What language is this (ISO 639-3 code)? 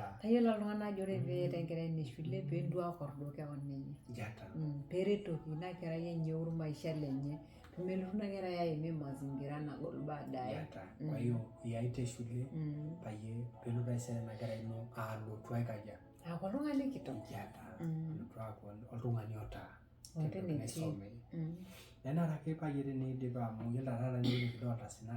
mas